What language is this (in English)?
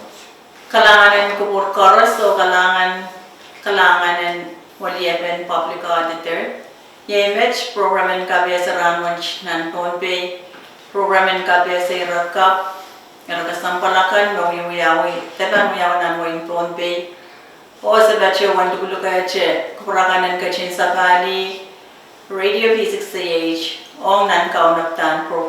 Pohnpeian